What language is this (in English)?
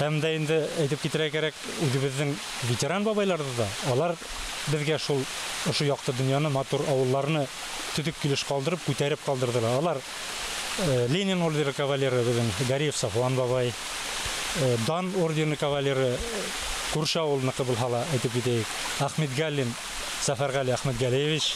Bashkir